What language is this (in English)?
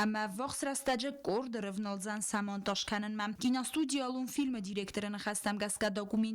Ossetic